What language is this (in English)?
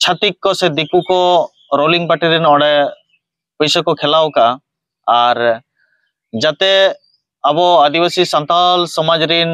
Santali